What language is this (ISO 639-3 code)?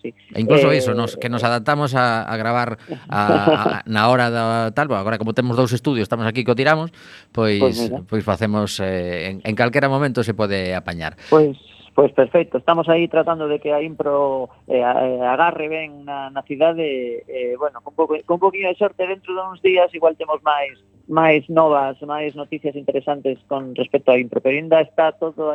glg